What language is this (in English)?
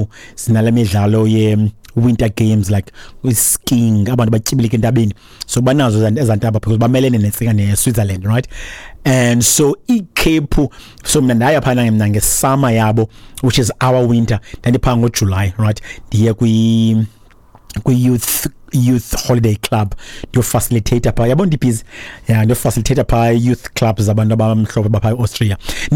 Xhosa